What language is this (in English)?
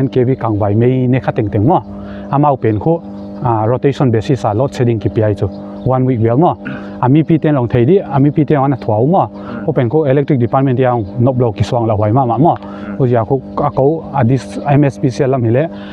Paite Chin